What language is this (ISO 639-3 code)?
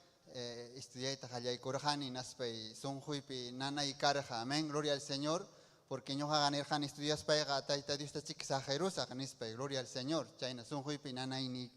quy